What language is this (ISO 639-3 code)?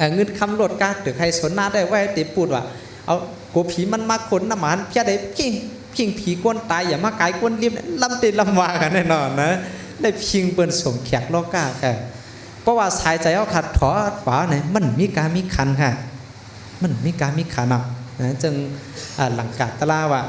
shn